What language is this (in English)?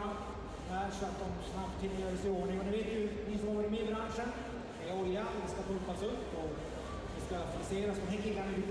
Swedish